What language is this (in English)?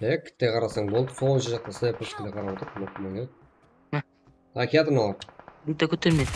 Kara-Kalpak